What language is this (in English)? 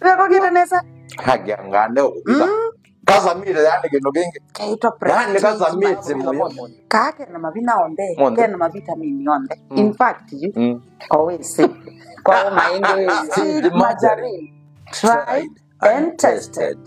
Kamba